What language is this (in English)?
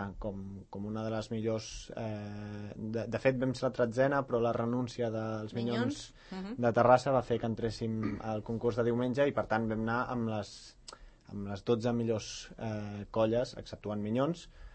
Catalan